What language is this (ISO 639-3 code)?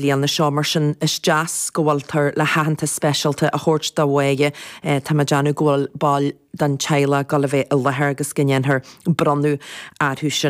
gle